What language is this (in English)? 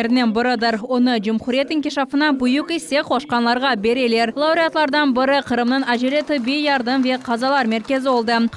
Crimean Tatar